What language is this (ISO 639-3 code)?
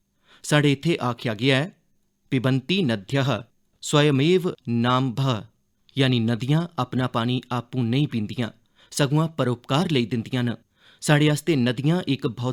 doi